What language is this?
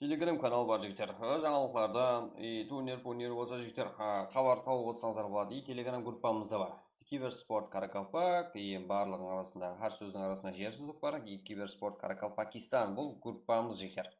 Kara-Kalpak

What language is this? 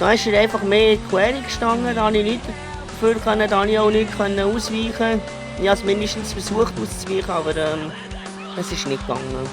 Swiss German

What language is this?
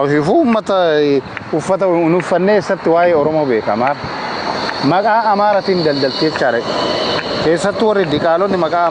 Oromo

